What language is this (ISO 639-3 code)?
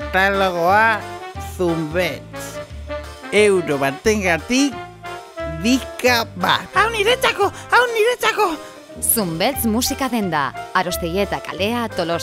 eus